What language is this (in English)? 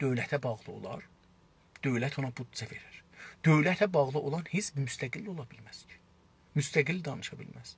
South Azerbaijani